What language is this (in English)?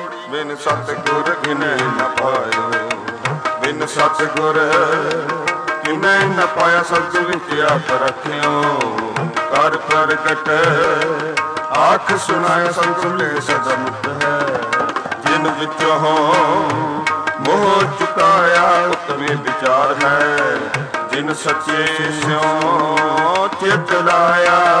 Punjabi